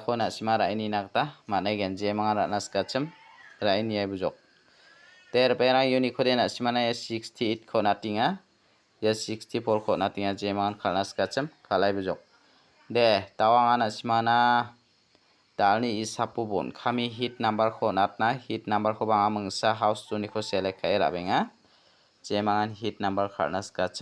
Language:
Garo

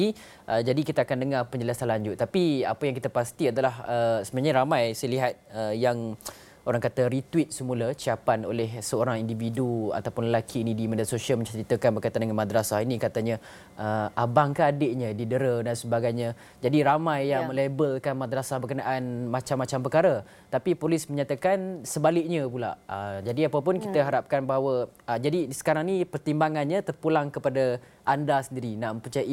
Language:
Malay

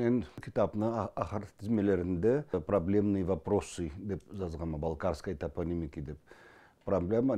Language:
Karachay-Balkar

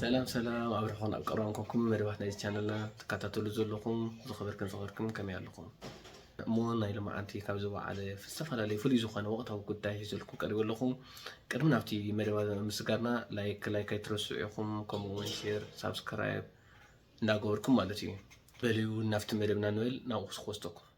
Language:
Tigrinya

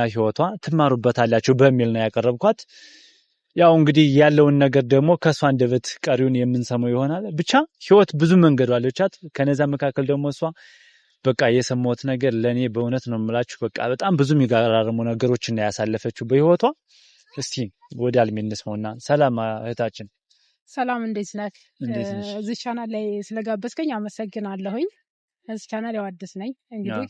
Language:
Amharic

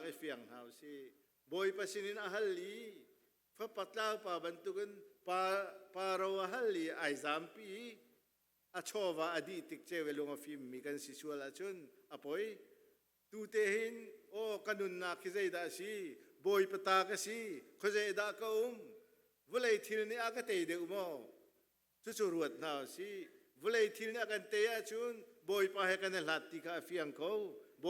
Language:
Hakha Chin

